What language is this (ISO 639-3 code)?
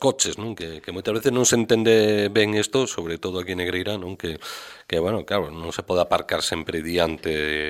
glg